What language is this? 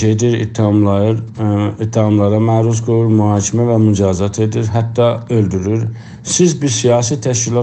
South Azerbaijani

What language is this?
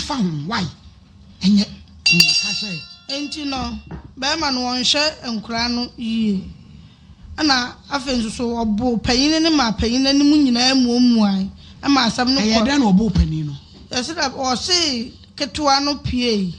Akan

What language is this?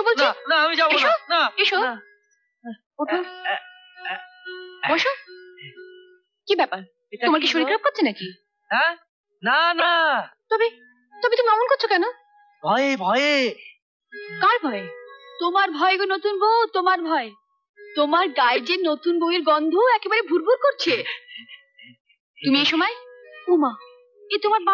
Bangla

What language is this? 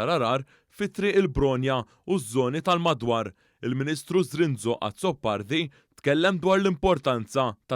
Maltese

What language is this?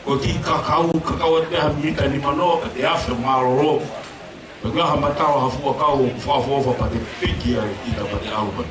Tongan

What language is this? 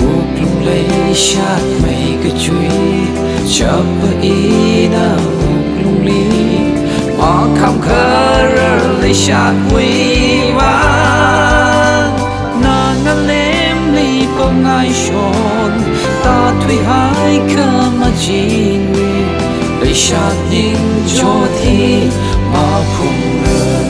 Tangkhul Naga (India)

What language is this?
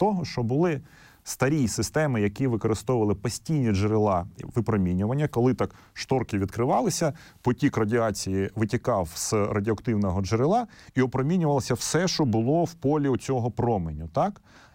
Ukrainian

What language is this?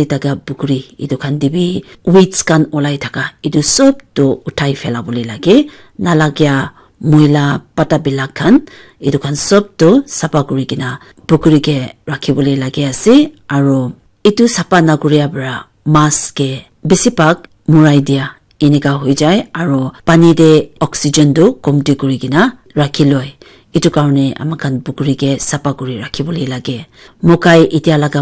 Naga Pidgin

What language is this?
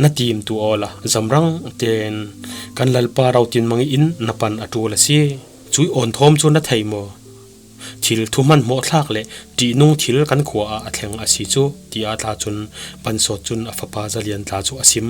Falam Chin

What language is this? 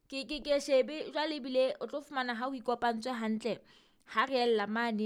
Southern Sotho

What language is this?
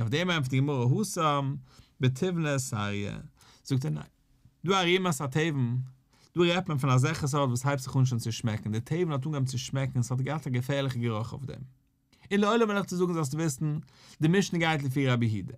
Yiddish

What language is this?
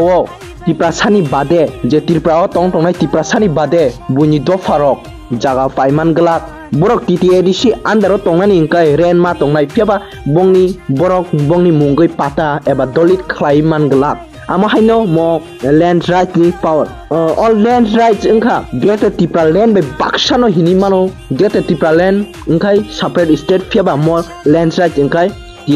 Kok Borok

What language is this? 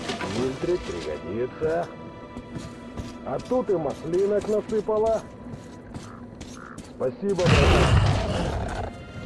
Russian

